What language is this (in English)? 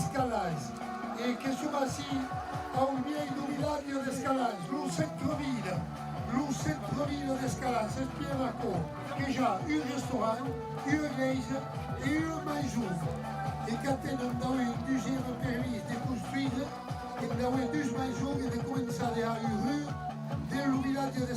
Occitan